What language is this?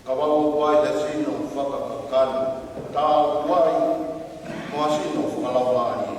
Tongan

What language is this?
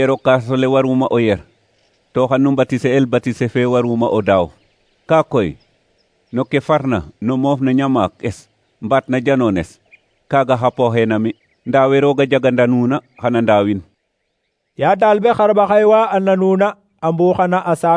Serer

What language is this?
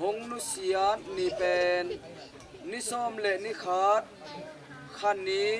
Tedim Chin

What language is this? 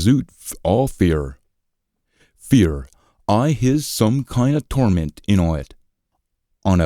Scots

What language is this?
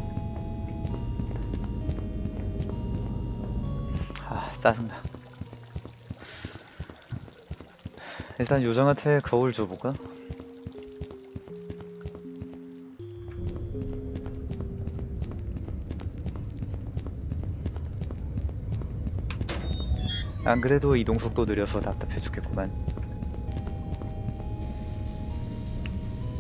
Korean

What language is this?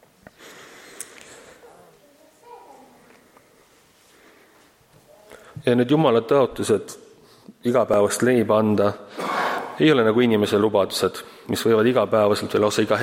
Estonian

